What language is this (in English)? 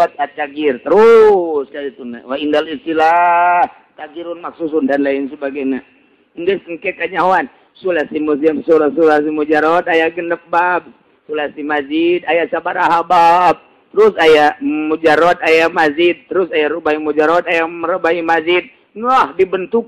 Sundanese